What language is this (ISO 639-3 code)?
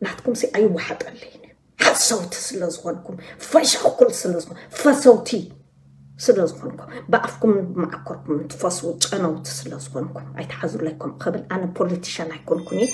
tir